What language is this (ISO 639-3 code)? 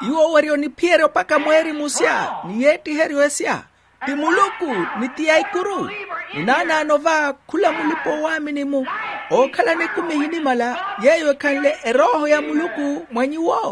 vmw